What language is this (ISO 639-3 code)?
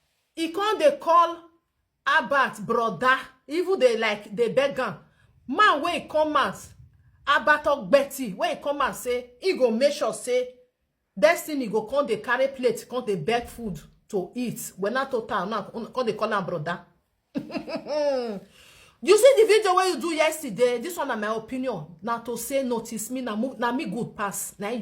pcm